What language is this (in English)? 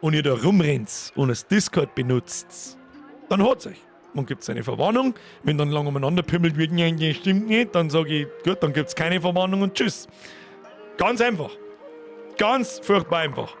Bavarian